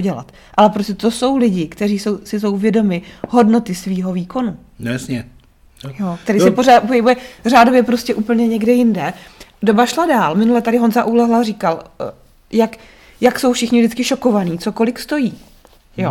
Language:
Czech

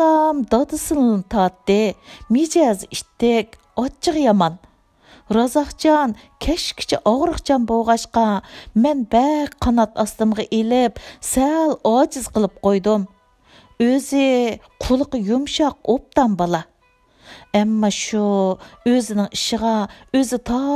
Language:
Uyghur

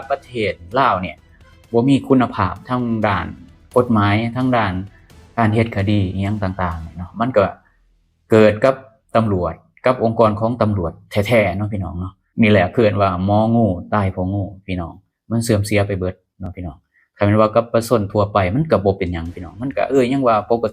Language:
Lao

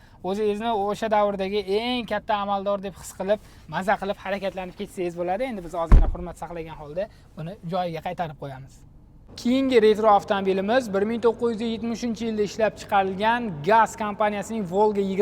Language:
Uzbek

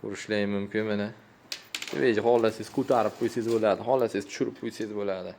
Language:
Uzbek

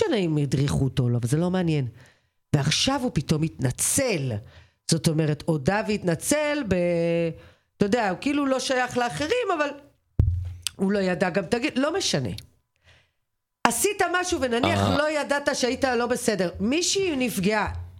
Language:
Hebrew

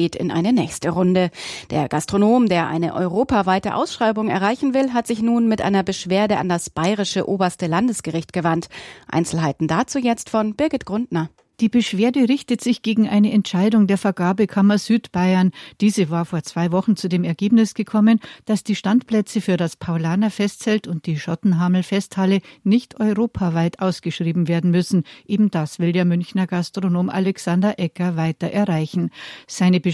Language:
German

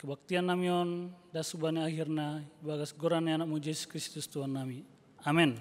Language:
Batak Simalungun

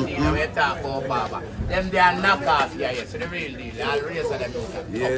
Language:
Jamaican Creole English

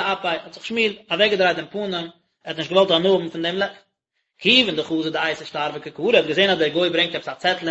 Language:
Yiddish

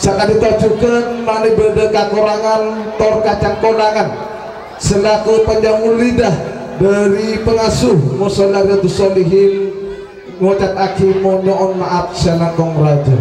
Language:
Madurese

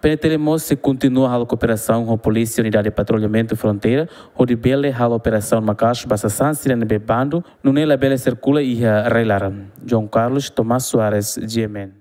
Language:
Tetum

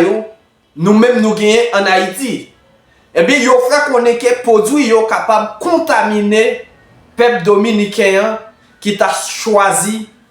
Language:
Haitian Creole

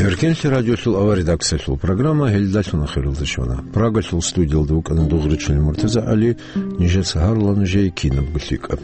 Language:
Avaric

